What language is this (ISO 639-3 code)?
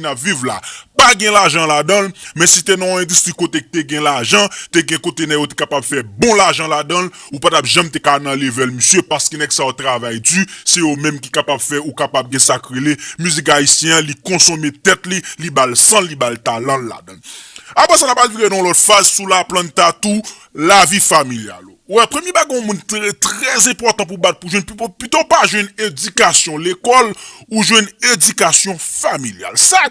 hat